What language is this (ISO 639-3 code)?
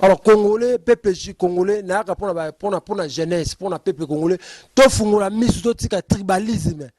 lin